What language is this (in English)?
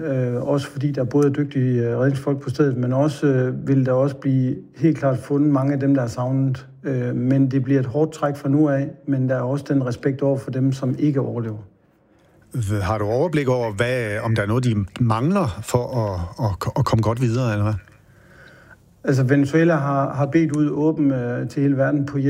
Danish